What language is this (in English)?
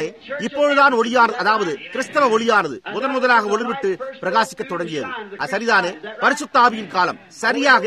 Tamil